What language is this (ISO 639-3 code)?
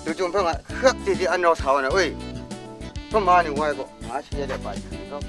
kac